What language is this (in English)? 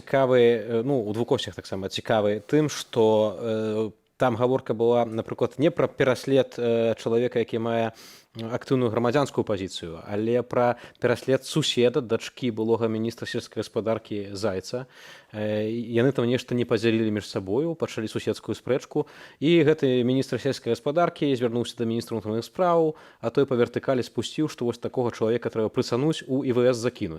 Belarusian